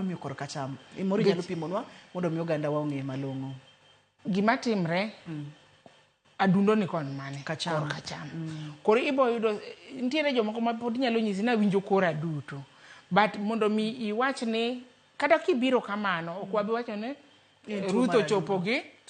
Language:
Luo (Kenya and Tanzania)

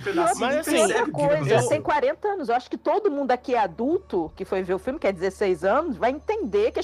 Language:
Portuguese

